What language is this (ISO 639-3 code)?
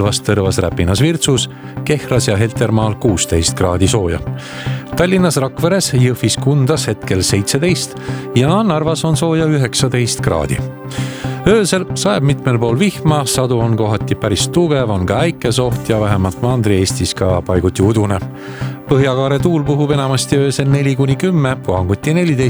est